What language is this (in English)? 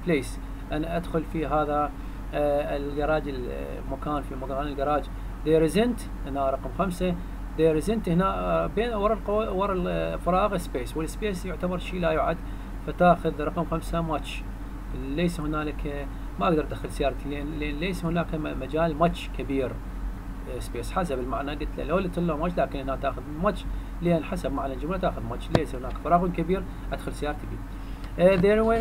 Arabic